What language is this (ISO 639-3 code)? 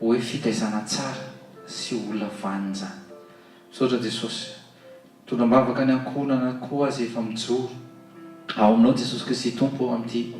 mlg